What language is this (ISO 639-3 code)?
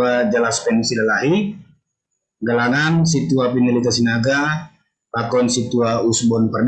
bts